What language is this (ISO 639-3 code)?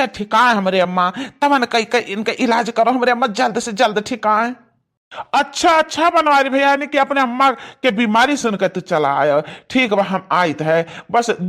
awa